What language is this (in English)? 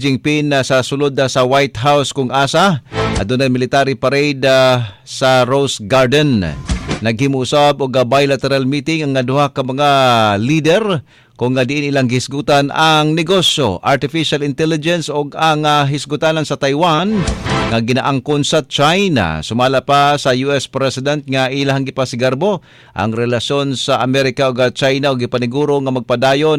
Cebuano